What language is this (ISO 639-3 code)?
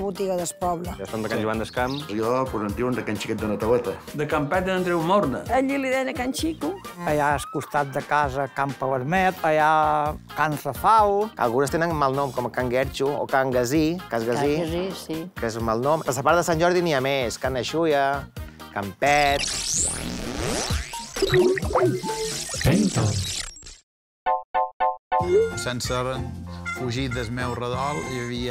cat